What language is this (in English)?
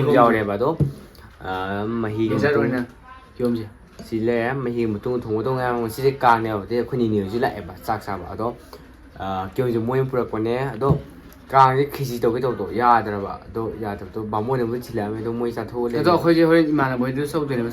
Manipuri